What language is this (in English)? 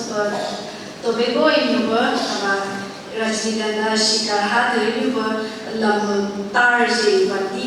Phom Naga